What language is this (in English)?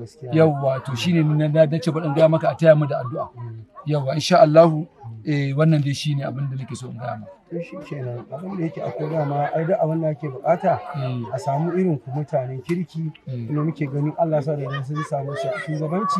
Hausa